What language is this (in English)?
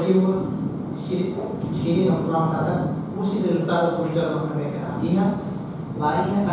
Tetum